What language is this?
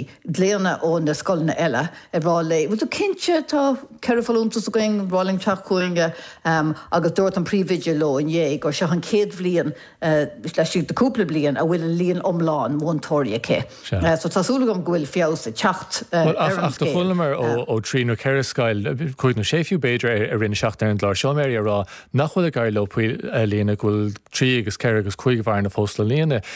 Irish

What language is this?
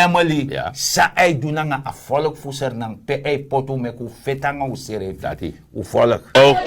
Sranan Tongo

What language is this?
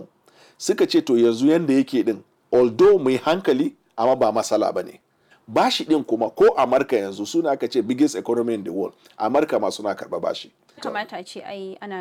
Hausa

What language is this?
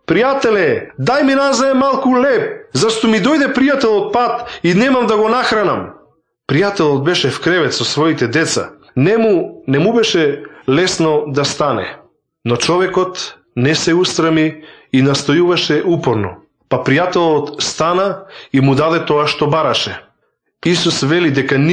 Macedonian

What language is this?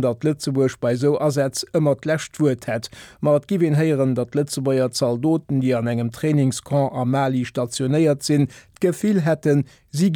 Luxembourgish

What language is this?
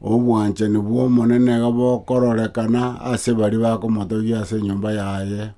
Gusii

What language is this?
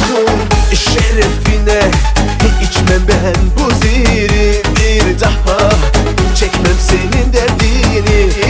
Turkish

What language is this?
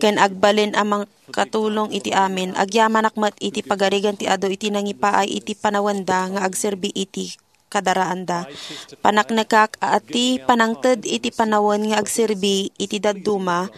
Iloko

